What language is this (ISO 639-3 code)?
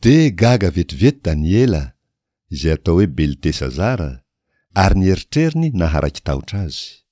mlg